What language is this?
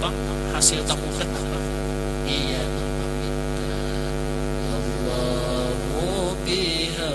Banjar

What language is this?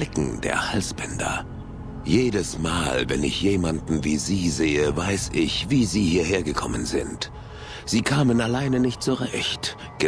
Bavarian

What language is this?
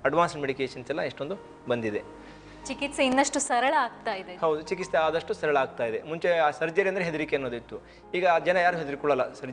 Kannada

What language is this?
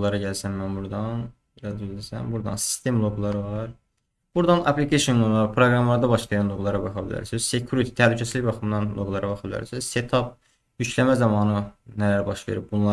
Azerbaijani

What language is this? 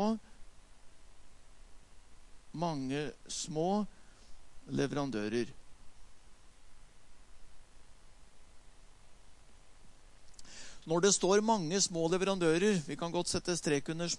Norwegian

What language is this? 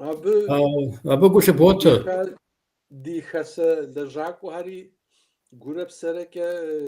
Kabardian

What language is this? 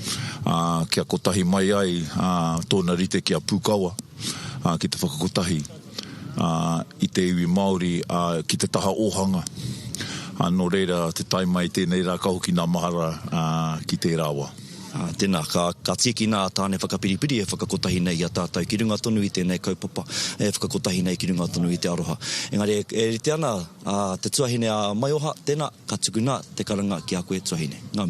Māori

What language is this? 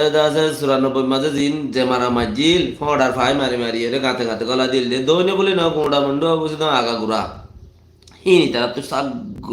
Rohingya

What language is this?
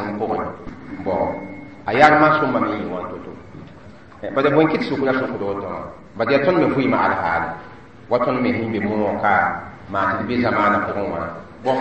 Mossi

